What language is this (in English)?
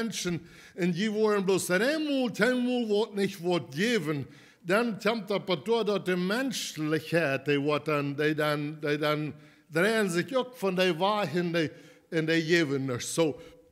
Plautdietsch